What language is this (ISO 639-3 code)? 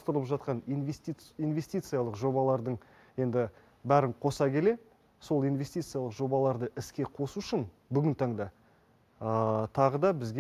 kaz